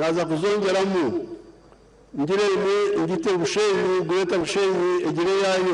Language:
Nyankole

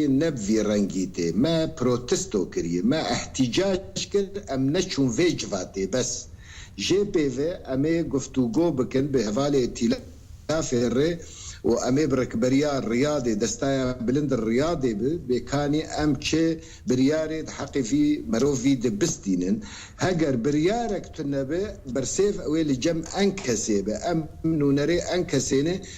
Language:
Kurdish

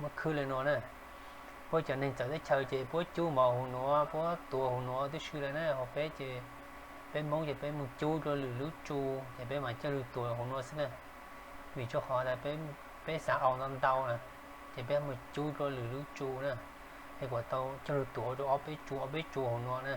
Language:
Hmong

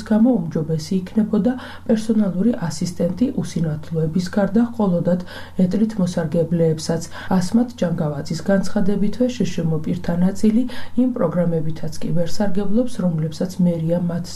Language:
Georgian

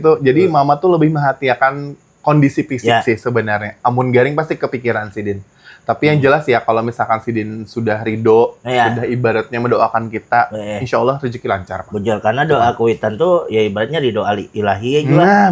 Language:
Banjar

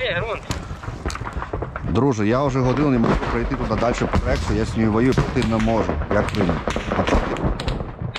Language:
Ukrainian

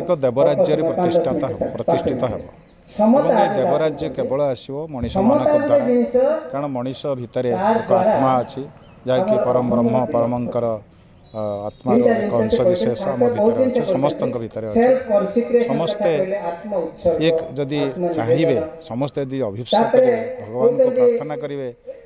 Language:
Odia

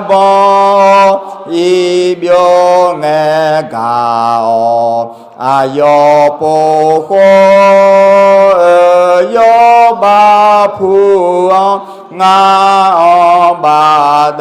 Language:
Akha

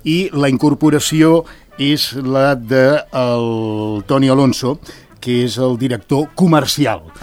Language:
Catalan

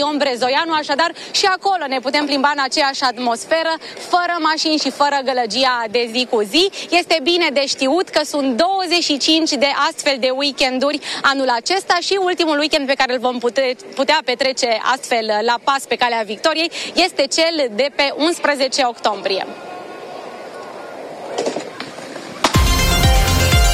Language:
Romanian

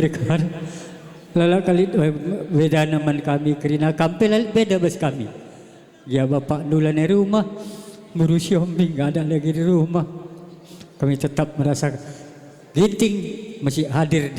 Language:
Batak Karo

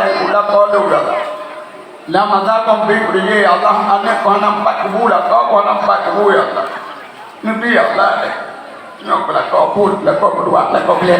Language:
Achinese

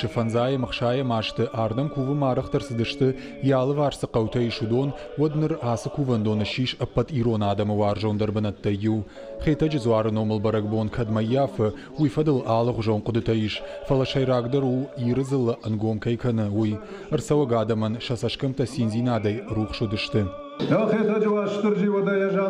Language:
Ossetic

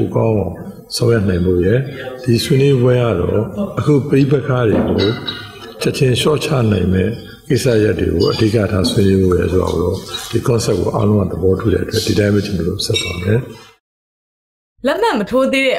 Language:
Burmese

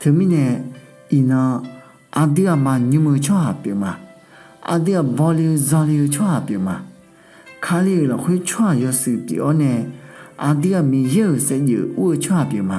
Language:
Akha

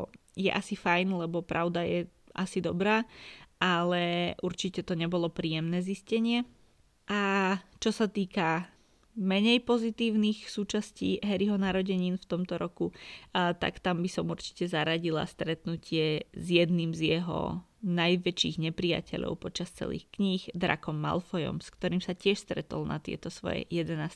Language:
Slovak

